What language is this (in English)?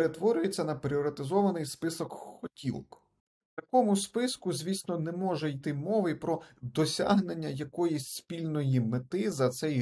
Ukrainian